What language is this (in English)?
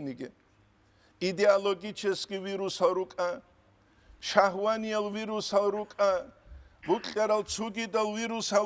Avaric